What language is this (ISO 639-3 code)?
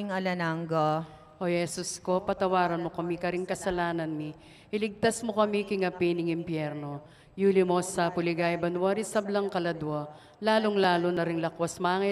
pam